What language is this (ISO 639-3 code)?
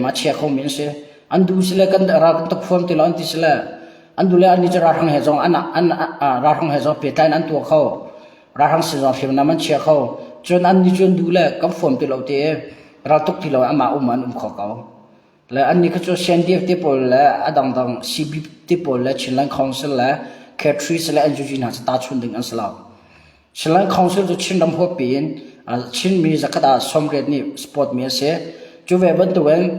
cnh